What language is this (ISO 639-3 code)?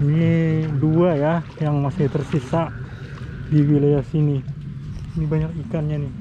bjn